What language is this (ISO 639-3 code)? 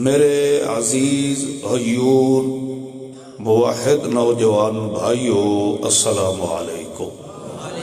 urd